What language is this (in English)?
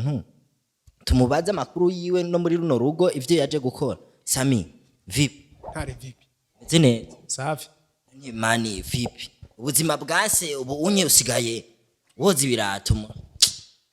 Rundi